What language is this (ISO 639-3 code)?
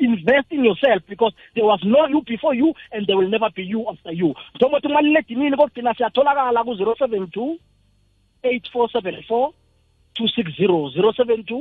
nbl